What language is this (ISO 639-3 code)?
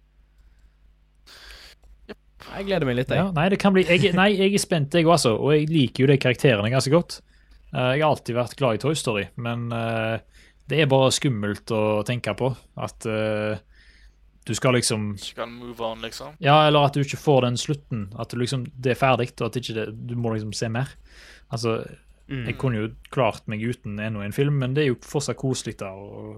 nor